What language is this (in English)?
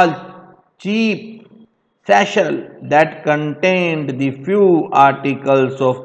Hindi